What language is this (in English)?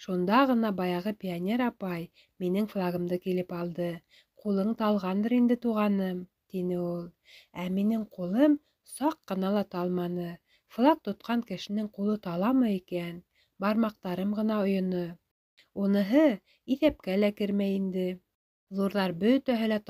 Bashkir